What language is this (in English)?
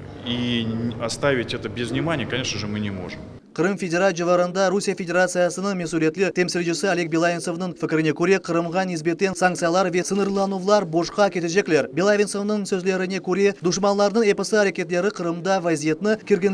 Crimean Tatar